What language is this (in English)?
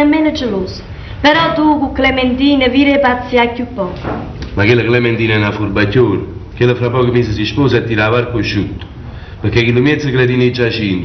Neapolitan